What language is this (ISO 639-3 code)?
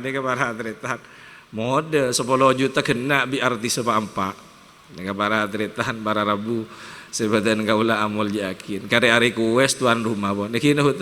mad